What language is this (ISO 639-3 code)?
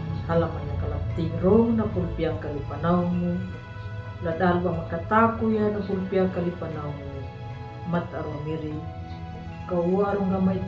akg